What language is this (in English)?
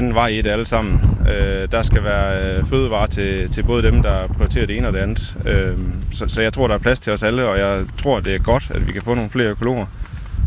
Danish